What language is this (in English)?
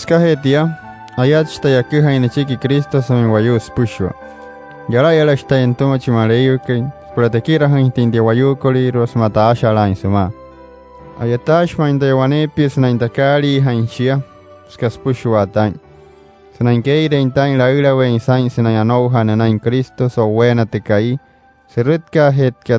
Wayuu